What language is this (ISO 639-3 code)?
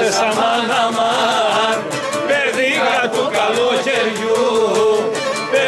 ell